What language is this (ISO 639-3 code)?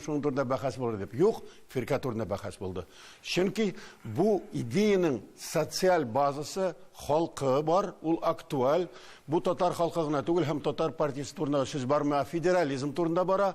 tat